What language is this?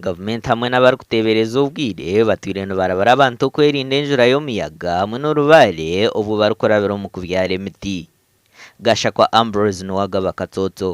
Nyankole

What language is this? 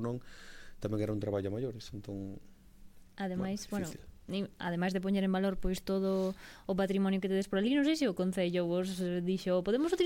Galician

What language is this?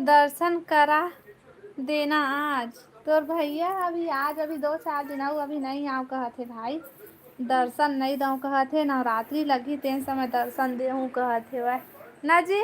Chhattisgarhi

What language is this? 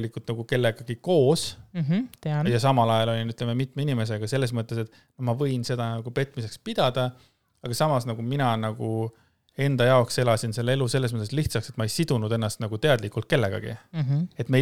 Estonian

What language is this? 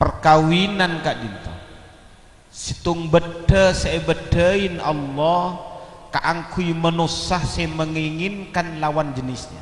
Madurese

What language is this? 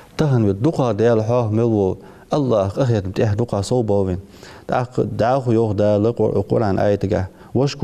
Ingush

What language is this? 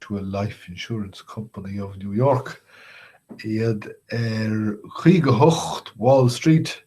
Irish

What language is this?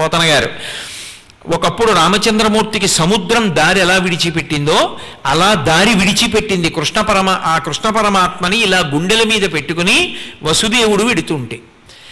Telugu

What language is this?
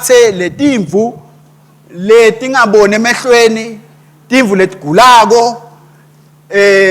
Swati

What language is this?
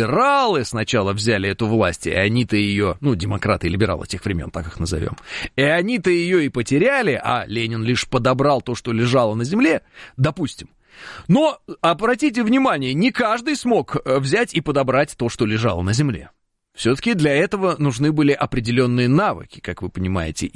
Russian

